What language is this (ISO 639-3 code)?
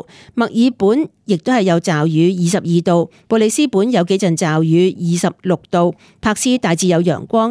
yue